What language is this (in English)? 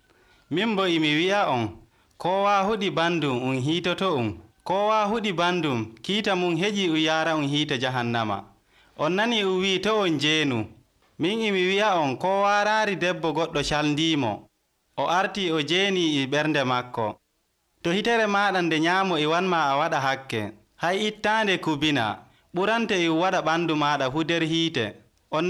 Nigerian Fulfulde